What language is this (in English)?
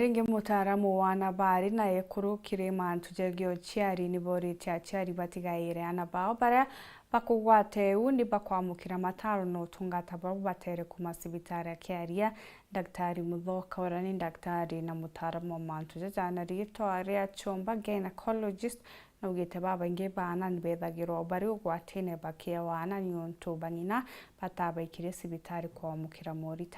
Meru